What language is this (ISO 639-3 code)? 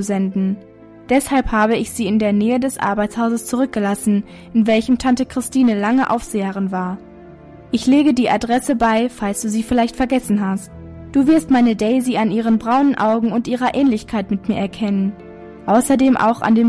deu